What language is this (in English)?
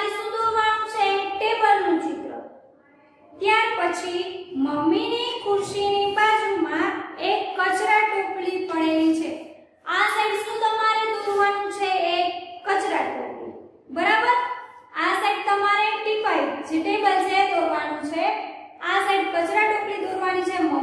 Gujarati